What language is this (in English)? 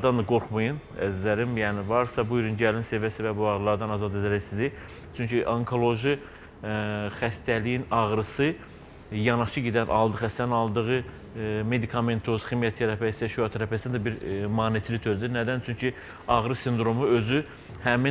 Azerbaijani